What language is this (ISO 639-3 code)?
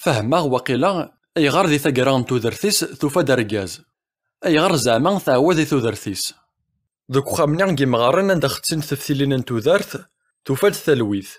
kab